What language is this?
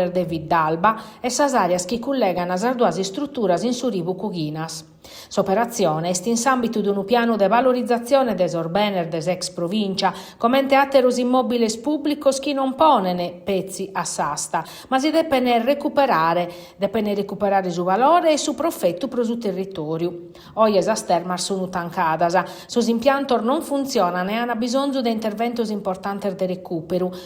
Sardinian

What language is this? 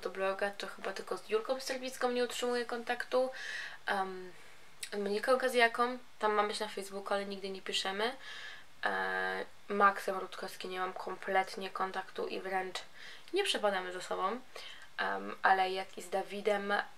Polish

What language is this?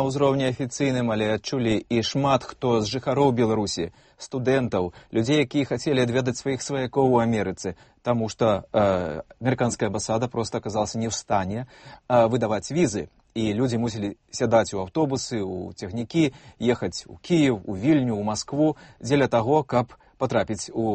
Belarusian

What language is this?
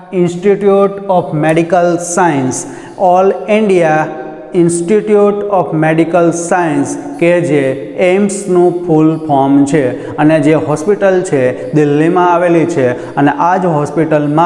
Gujarati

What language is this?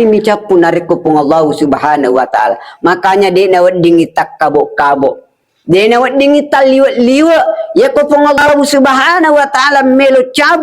Buginese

